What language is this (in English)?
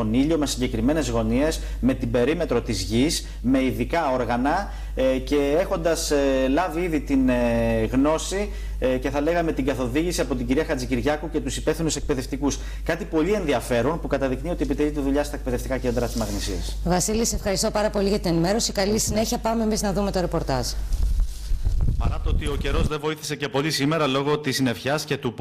Greek